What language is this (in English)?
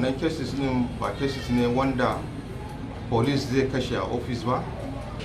Hausa